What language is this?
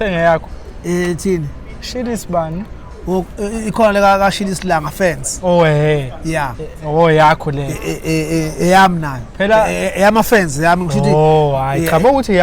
Zulu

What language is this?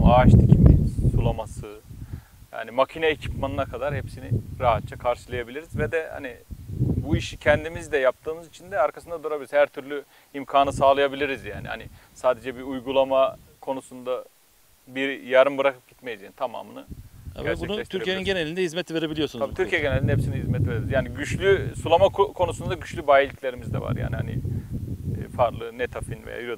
Turkish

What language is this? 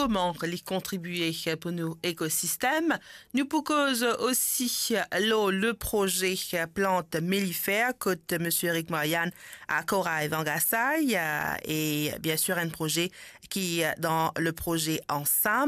Morisyen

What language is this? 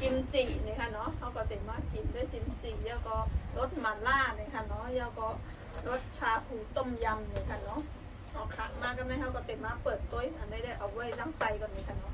Shan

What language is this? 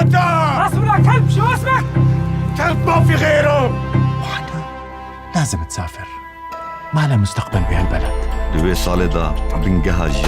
Kurdish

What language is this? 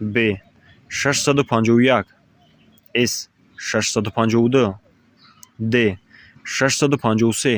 Tajik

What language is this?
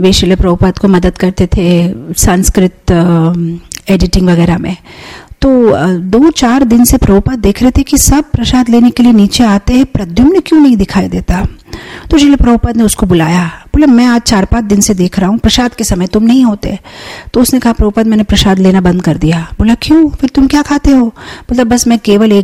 Hindi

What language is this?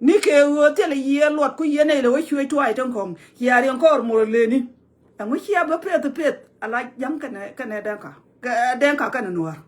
Nuer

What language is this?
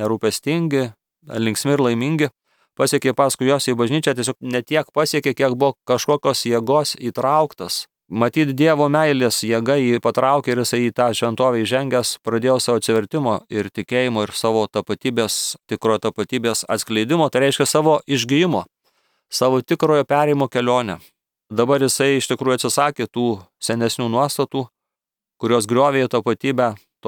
Lithuanian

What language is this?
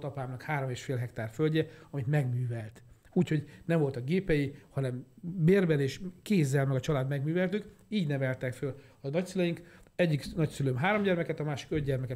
Hungarian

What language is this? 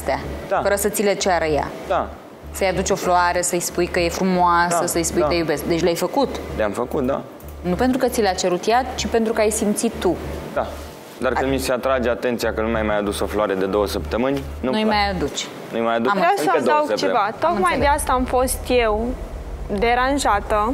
Romanian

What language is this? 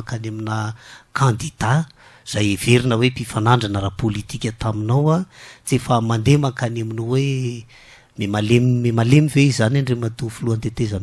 Malagasy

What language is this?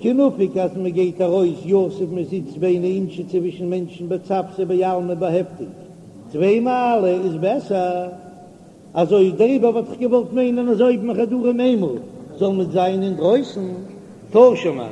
Yiddish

